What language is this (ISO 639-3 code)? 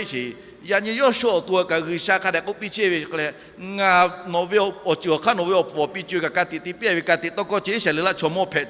lhu